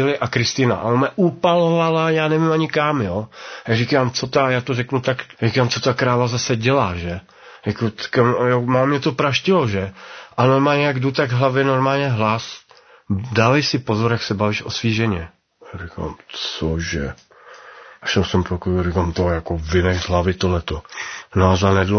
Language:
Czech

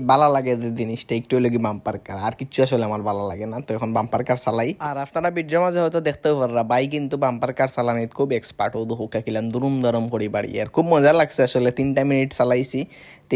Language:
Sylheti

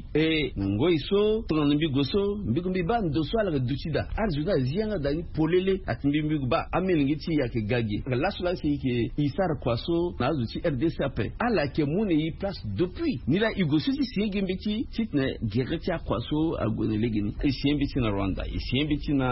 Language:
Sango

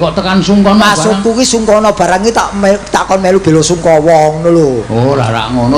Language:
Javanese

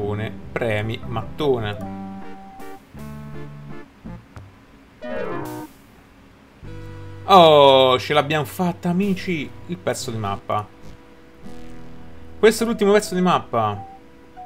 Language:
Italian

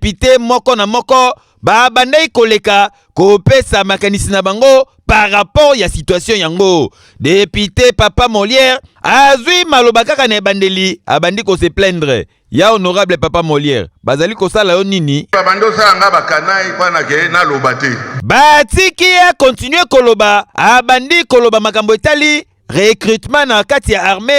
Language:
Lingala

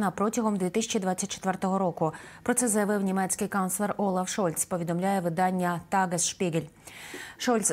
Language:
Ukrainian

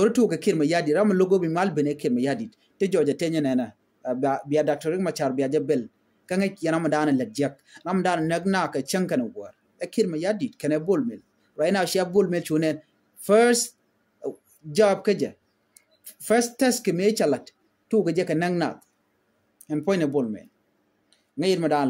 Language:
Nuer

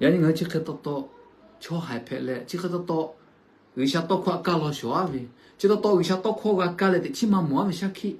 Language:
Lahu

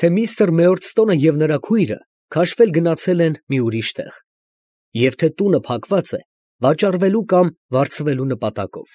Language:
Armenian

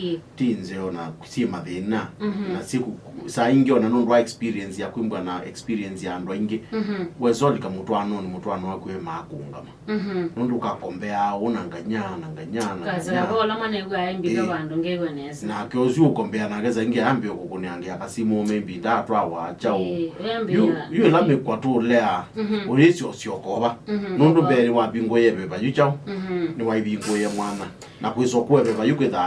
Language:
Kamba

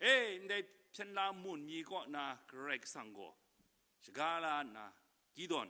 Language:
Kachin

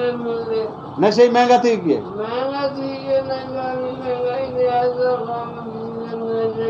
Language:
Saraiki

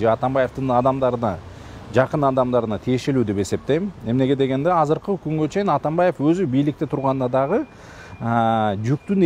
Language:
Kyrgyz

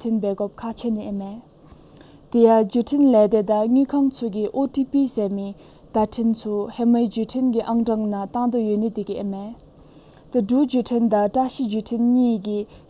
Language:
Dzongkha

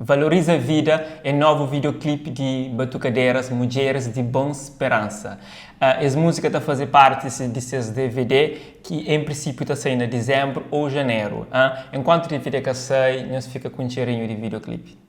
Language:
Kabuverdianu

